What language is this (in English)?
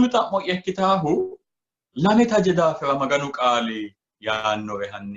Sidamo